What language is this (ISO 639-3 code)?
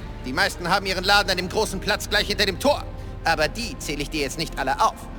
bar